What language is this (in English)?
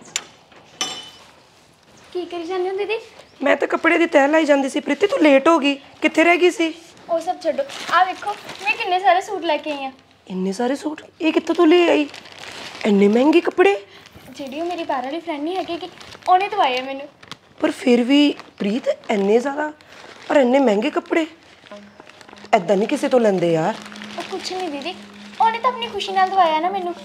Punjabi